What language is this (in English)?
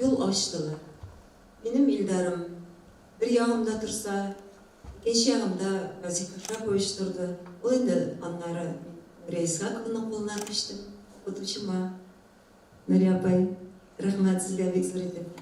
Bashkir